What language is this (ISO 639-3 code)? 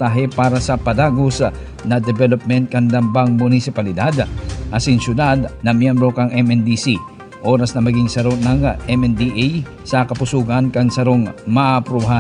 bik